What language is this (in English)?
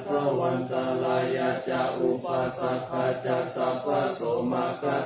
Pali